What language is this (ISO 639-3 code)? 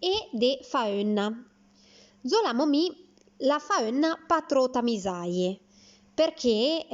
frp